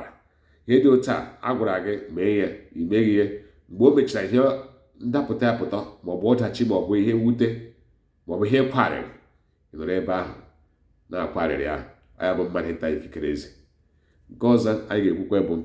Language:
Igbo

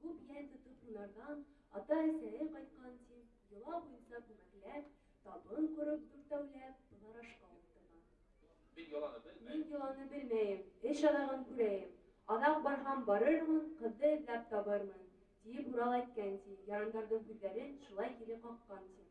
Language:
Bashkir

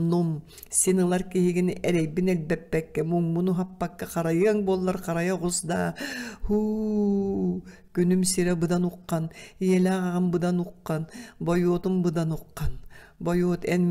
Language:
Yakut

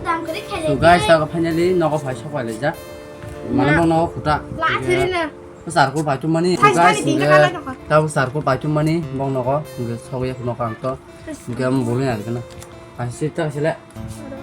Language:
Kok Borok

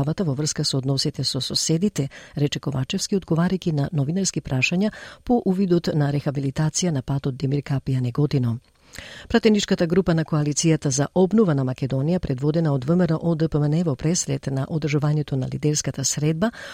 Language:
Macedonian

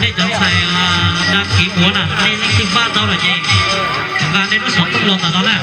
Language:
Hmong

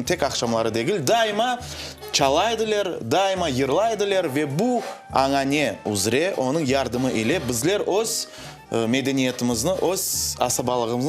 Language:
Crimean Tatar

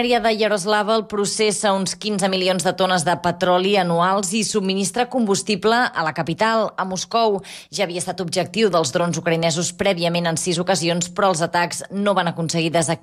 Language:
Catalan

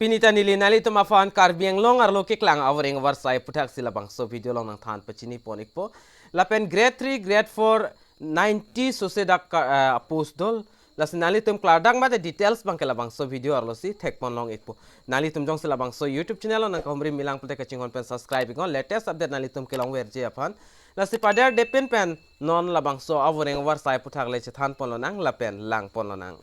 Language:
Karbi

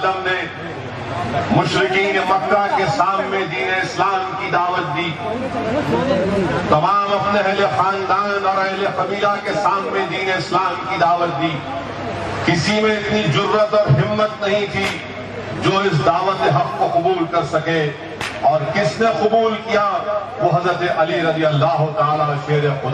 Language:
Urdu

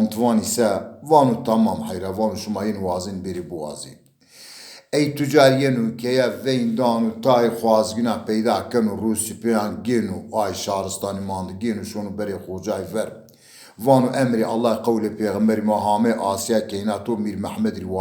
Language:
Zaza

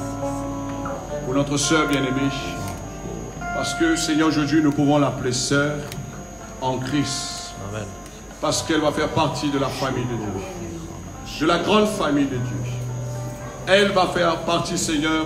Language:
French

